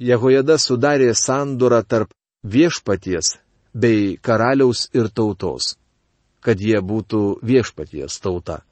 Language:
Lithuanian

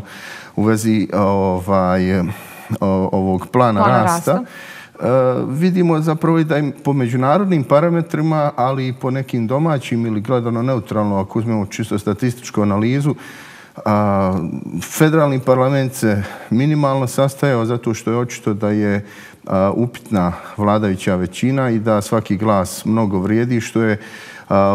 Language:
Bosnian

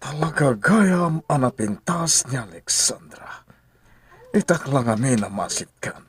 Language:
Iloko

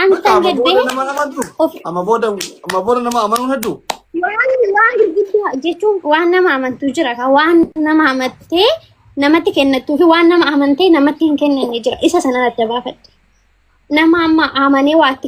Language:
Oromo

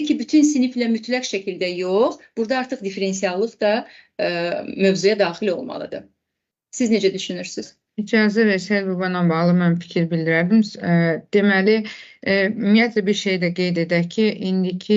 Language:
Azerbaijani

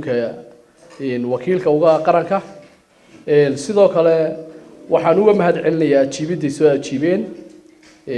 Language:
Somali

